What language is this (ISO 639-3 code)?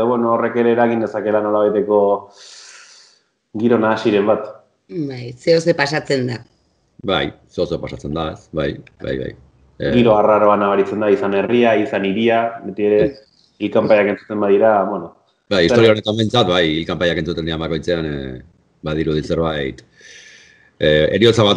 eus